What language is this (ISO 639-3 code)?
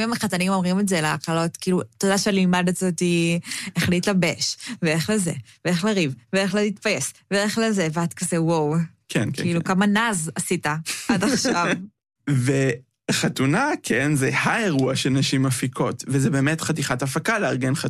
heb